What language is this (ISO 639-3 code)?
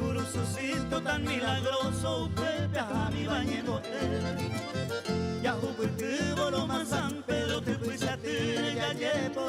grn